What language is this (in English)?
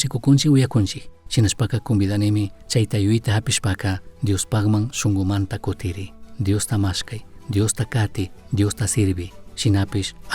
Chimborazo Highland Quichua